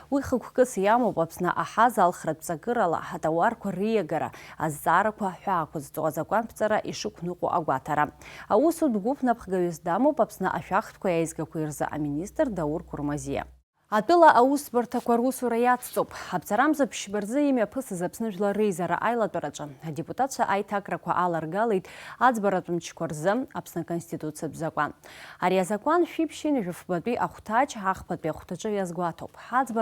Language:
Abkhazian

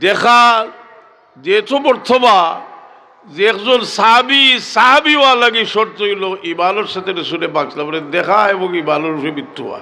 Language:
Sylheti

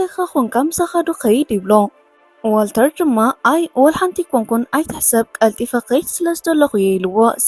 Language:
Tigrinya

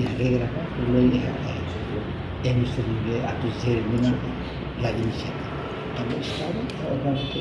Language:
Tetum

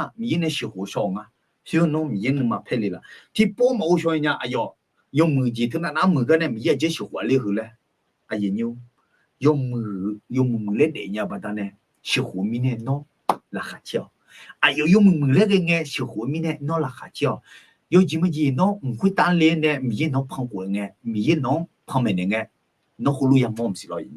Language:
Akha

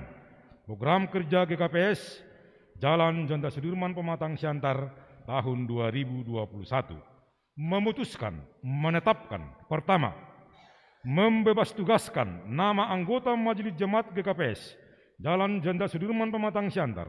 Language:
Batak Simalungun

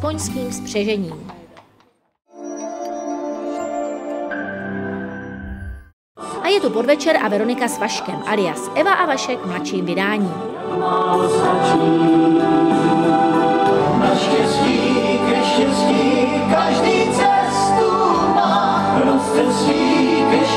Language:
Czech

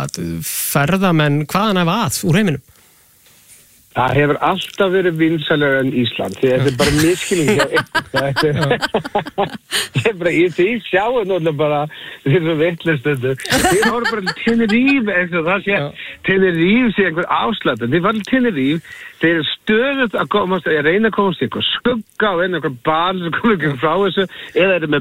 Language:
Icelandic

